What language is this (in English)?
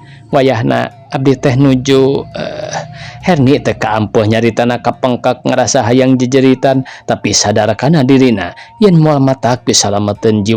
Sundanese